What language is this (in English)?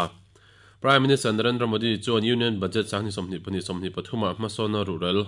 Mizo